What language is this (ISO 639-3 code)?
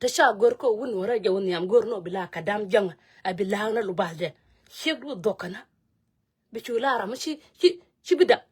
nus